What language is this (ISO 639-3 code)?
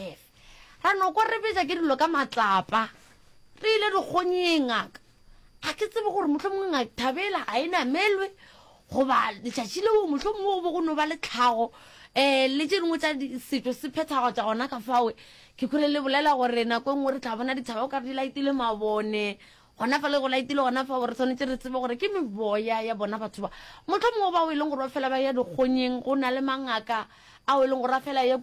nso